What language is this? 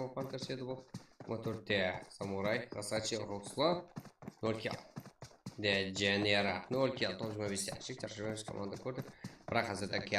Kara-Kalpak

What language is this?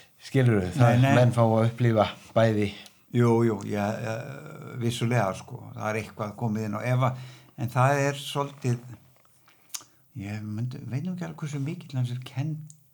Icelandic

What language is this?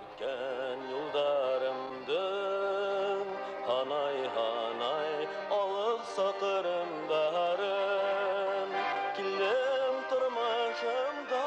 Bashkir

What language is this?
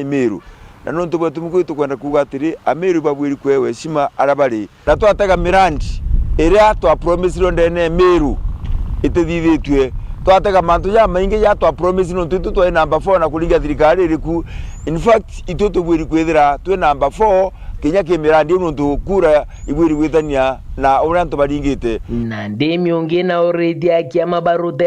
Meru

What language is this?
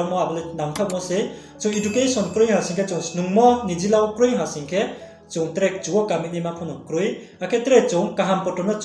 Riang (India)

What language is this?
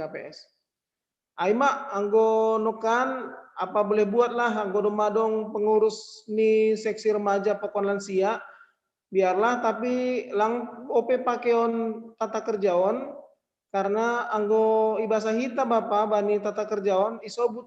Batak Simalungun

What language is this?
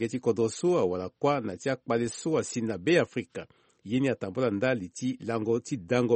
Sango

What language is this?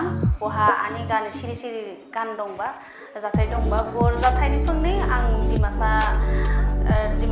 Dimasa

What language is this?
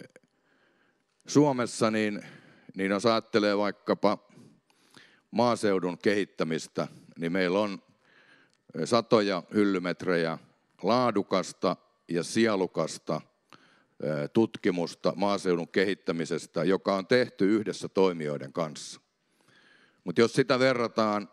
Finnish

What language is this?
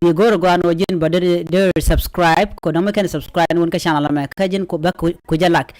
Nuer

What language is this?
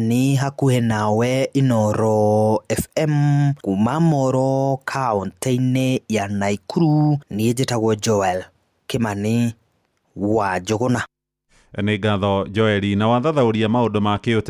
Kikuyu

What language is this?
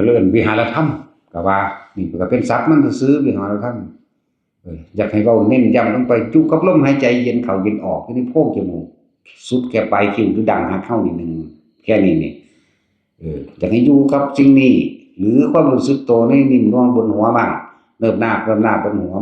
Northeastern Thai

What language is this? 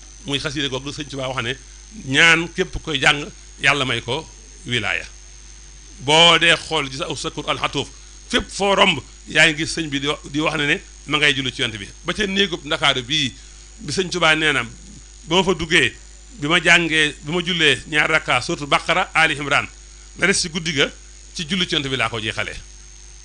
Wolof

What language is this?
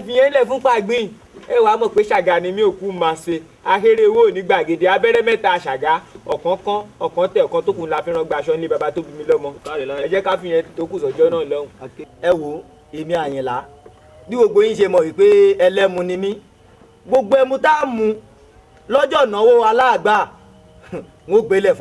Yoruba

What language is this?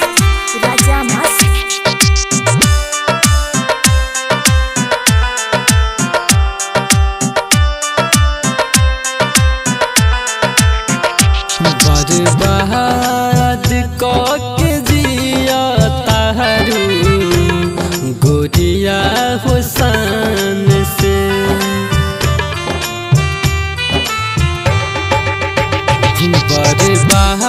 Bhojpuri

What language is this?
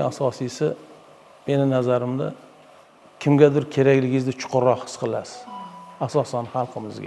Uzbek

